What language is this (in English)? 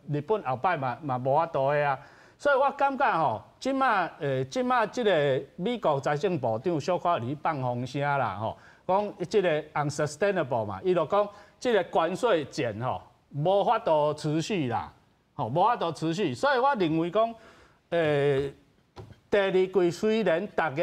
Min Nan Chinese